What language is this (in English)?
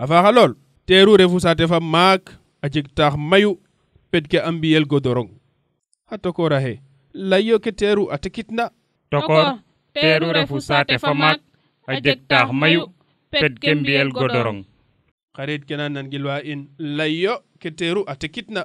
Serer